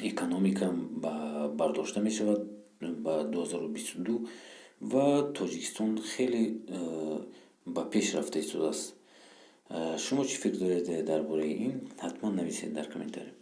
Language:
Tajik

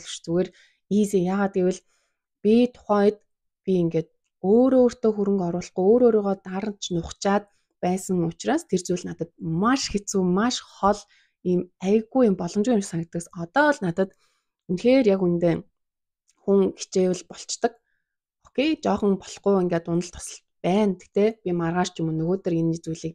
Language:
Mongolian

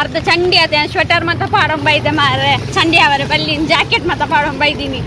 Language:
Tulu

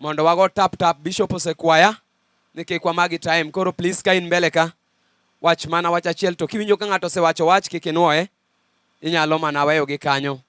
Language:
Luo (Kenya and Tanzania)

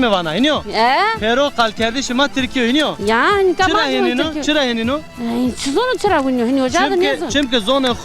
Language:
Zaza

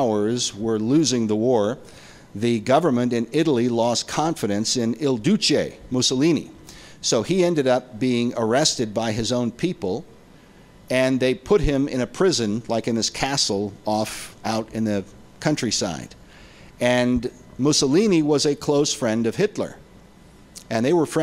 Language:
English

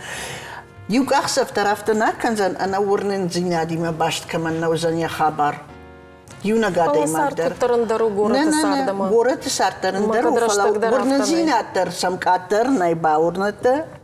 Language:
Ossetic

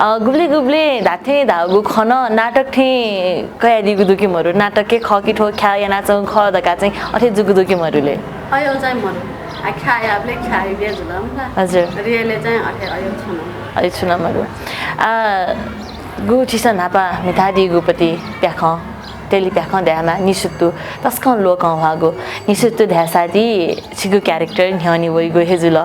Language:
Newari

